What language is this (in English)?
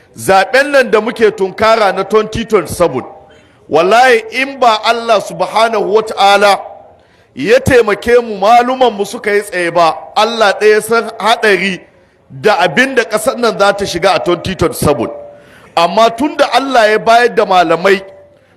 Hausa